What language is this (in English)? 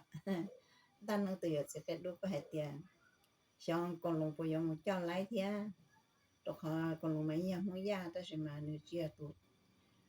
Hmong